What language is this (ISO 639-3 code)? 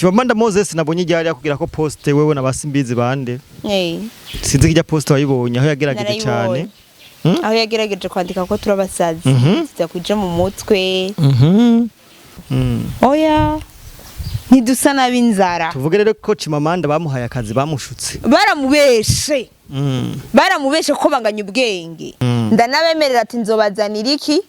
run